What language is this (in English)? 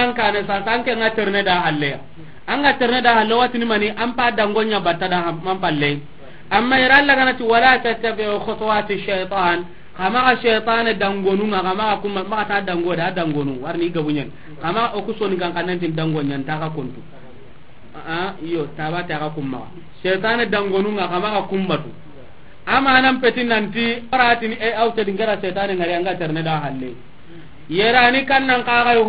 Soninke